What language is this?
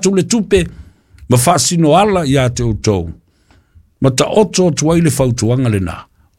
Samoan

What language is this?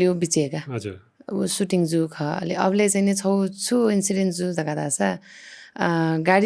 Newari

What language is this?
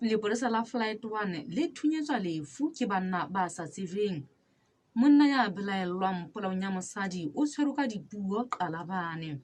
Southern Sotho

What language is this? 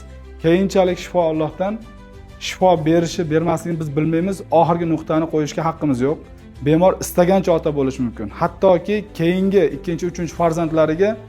Uzbek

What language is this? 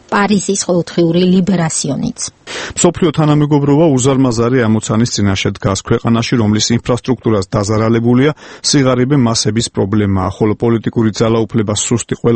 Georgian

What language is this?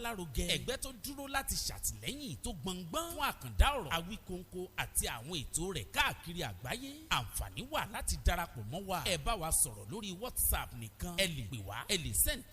Yoruba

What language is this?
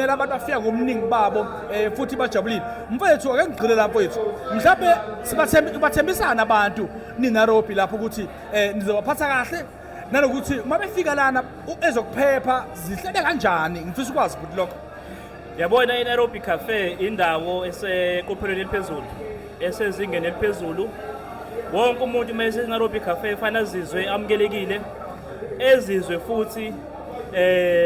Zulu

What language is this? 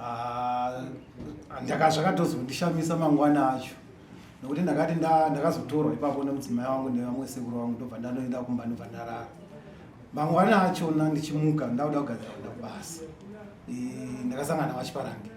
Shona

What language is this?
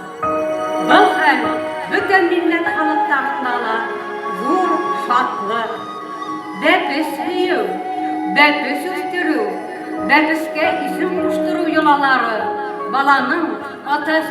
Bashkir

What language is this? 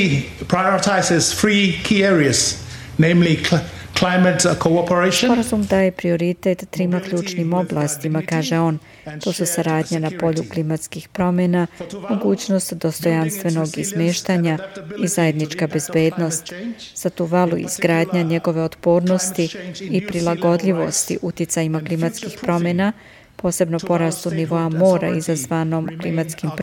Serbian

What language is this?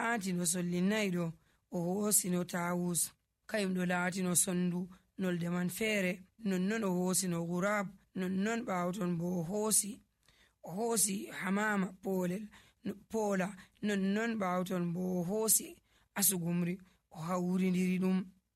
Nigerian Fulfulde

